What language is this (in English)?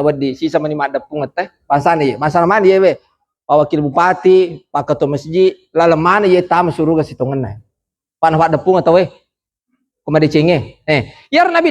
Buginese